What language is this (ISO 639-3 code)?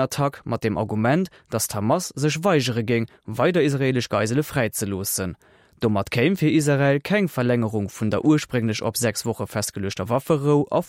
ltz